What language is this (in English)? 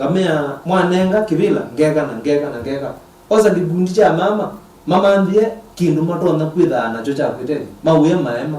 Kamba